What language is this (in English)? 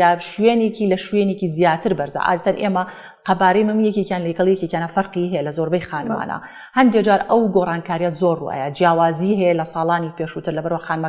Central Kurdish